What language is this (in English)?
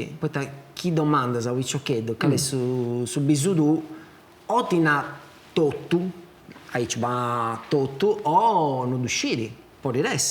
Sardinian